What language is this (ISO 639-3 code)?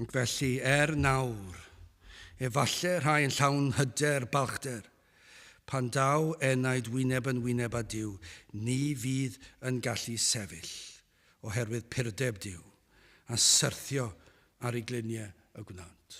cym